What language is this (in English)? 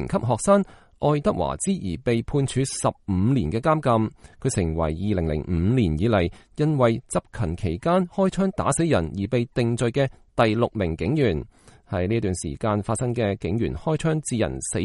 Cantonese